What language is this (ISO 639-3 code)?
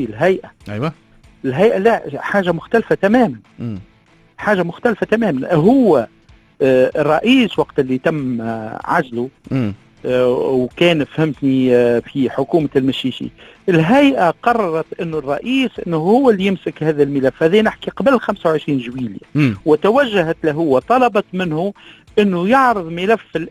aeb